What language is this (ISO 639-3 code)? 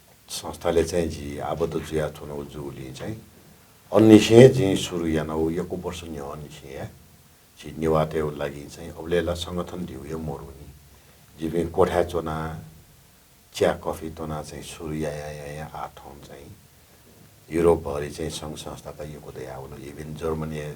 new